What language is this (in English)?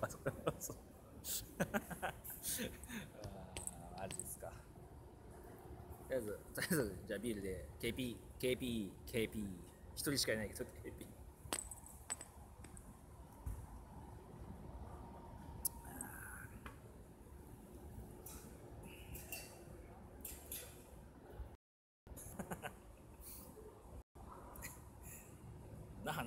Japanese